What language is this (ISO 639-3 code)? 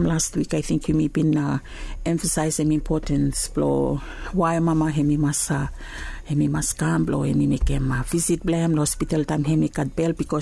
bis